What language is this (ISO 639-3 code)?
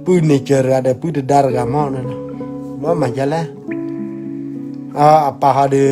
ksw